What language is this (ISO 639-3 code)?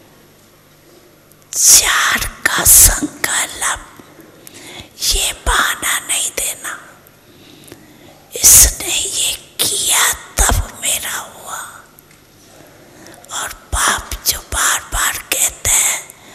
hin